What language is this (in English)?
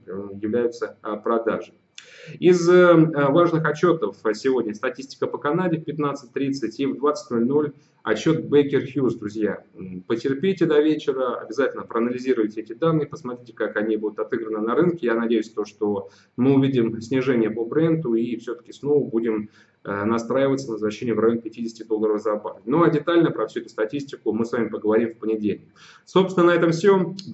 Russian